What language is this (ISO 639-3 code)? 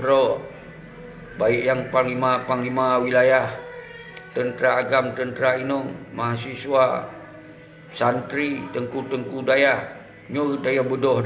ace